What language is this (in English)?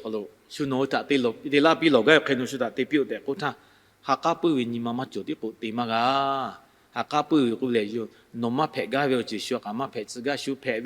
Lahu